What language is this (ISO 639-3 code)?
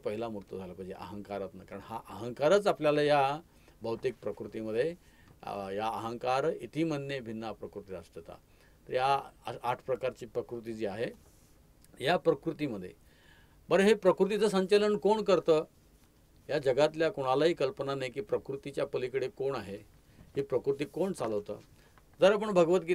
mar